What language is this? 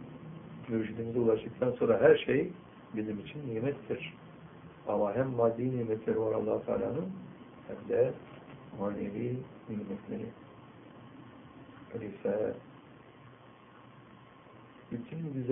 Turkish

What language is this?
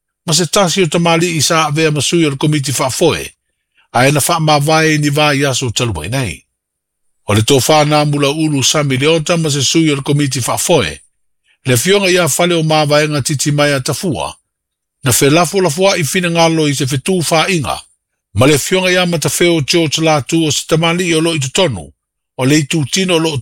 Samoan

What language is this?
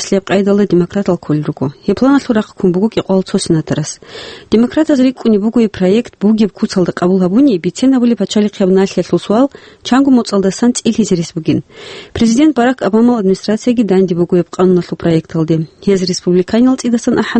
Avaric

